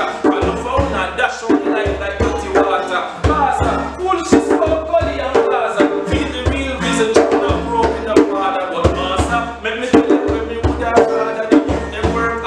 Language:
Jamaican Creole English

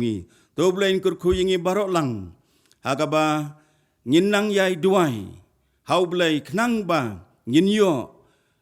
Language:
Khasi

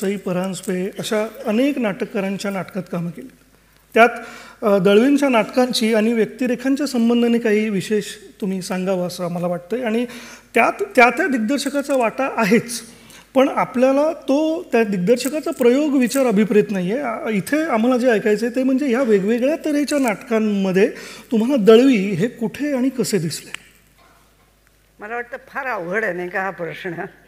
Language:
Marathi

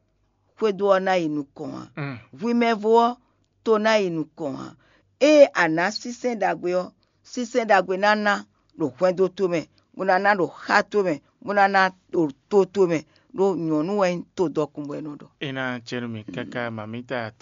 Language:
Fon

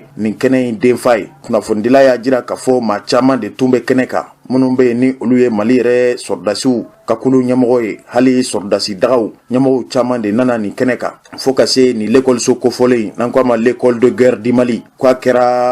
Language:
Bambara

